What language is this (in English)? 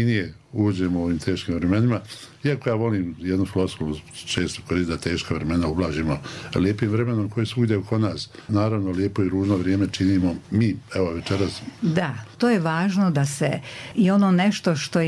Bosnian